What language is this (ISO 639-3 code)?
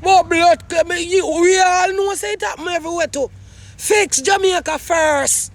jam